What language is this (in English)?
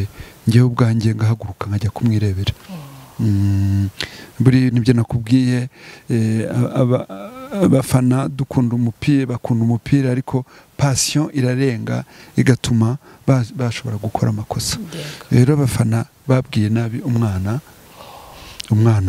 Kinyarwanda